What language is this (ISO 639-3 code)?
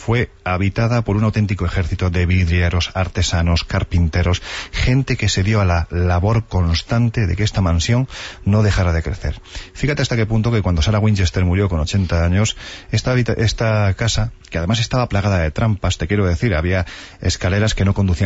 spa